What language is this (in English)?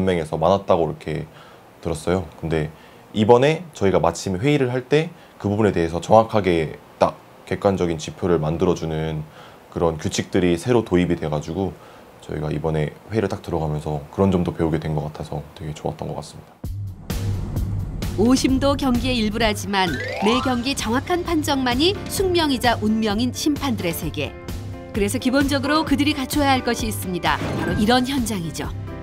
Korean